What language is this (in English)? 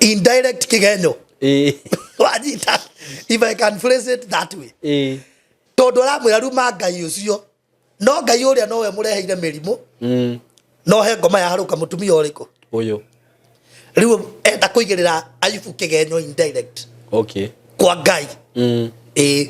Kikuyu